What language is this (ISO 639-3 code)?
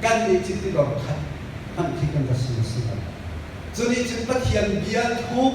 cnh